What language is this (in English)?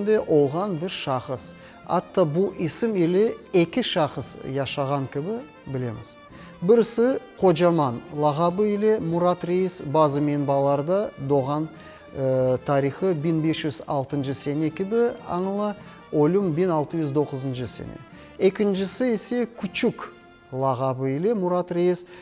Crimean Tatar